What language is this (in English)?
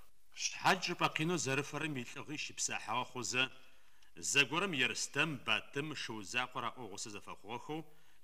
Adyghe